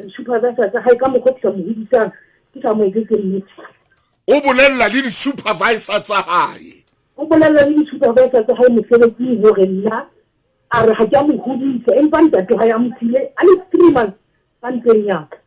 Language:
Southern Sotho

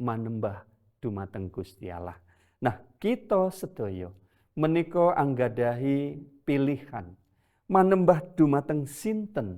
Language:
Javanese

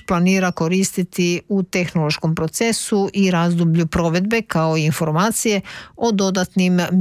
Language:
Croatian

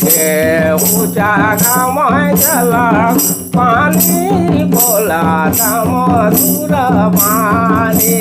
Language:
Sadri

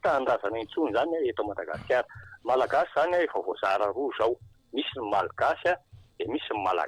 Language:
Malagasy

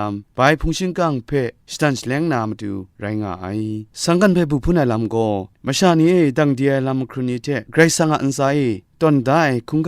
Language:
Kachin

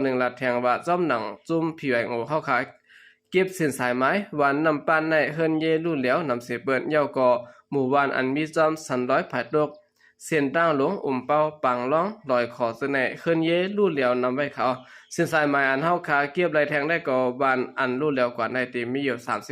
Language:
Shan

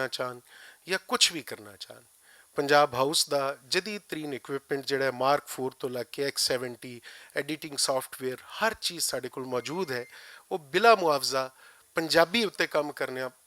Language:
Western Panjabi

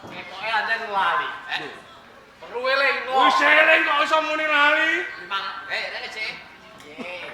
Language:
Javanese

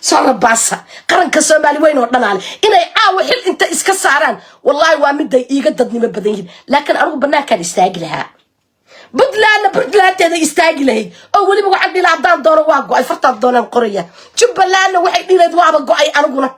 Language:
Somali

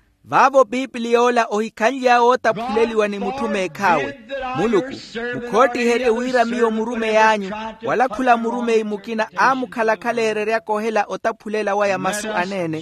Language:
Makhuwa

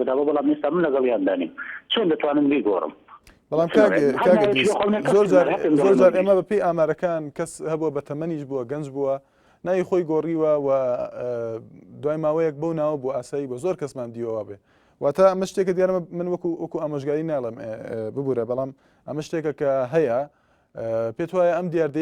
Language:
Central Kurdish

